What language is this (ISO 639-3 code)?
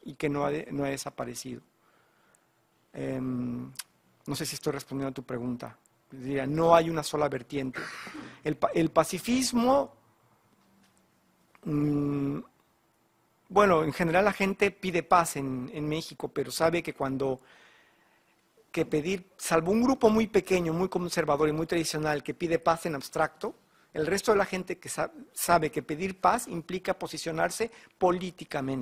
spa